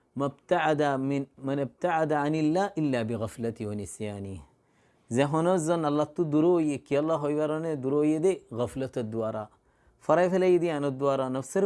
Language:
Rohingya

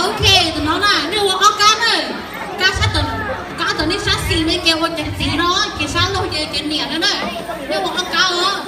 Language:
Hmong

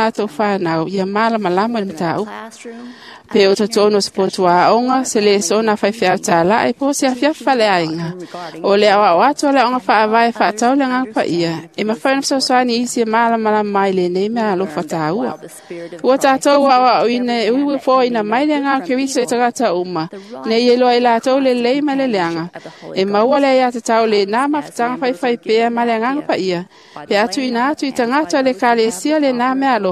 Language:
Samoan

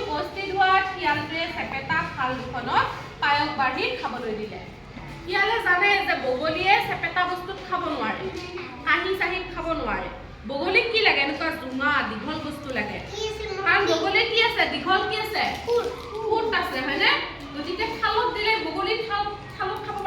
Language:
Assamese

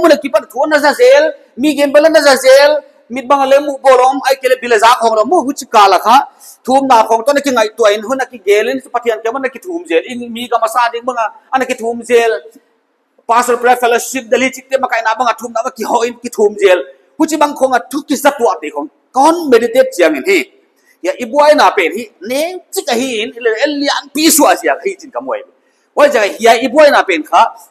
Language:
Paite Chin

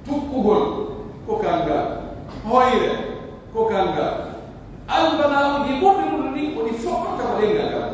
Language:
Pular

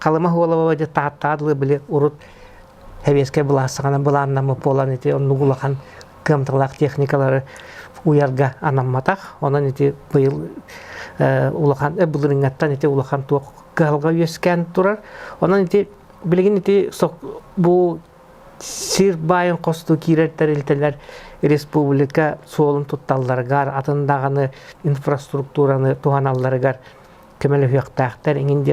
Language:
Yakut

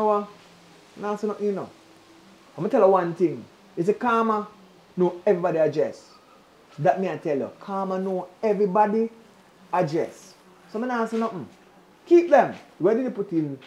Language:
Jamaican Creole English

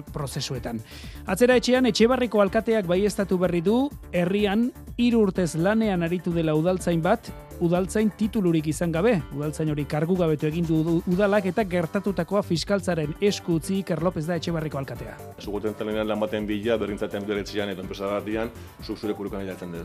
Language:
Basque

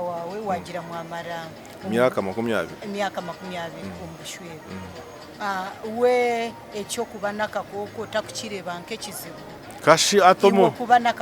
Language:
Nyankole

